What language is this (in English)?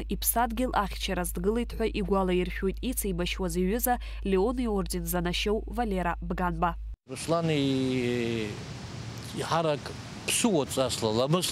Abkhazian